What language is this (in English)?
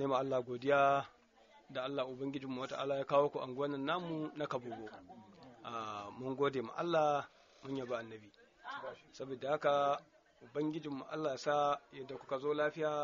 Hausa